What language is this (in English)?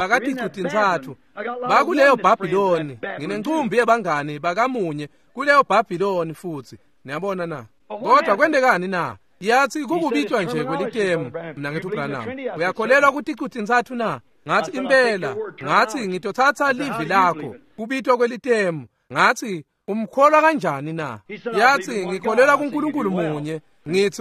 Swati